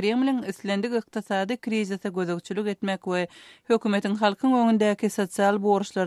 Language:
Turkmen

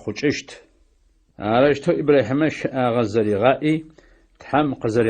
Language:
Adyghe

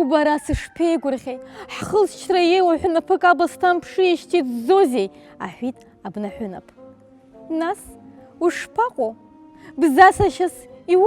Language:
Abkhazian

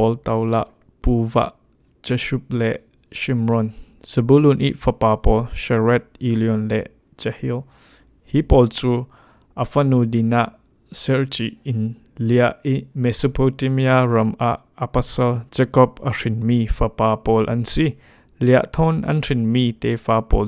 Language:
Falam Chin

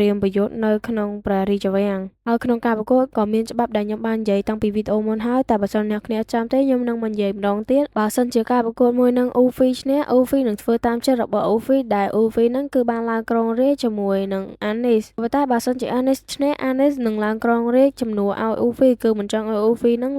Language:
Khmer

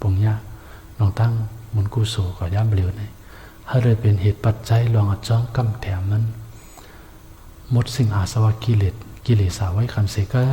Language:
Shan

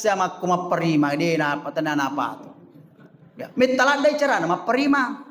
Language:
Buginese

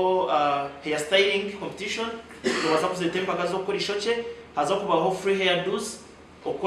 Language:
Nyankole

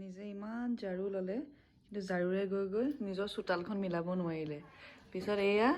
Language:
Assamese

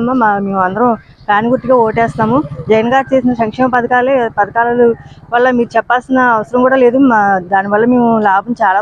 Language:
Telugu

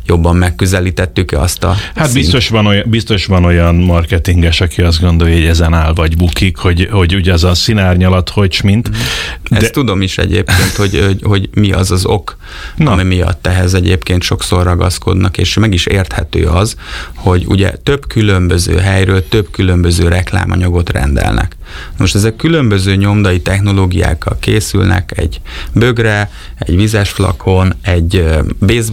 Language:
Hungarian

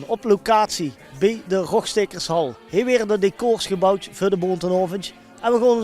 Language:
Limburgish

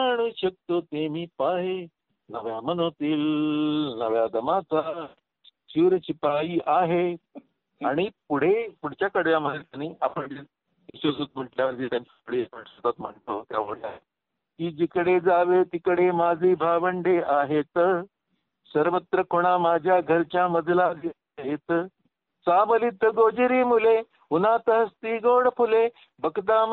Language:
Marathi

